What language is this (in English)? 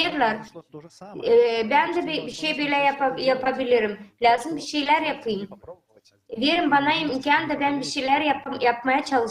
Gagauz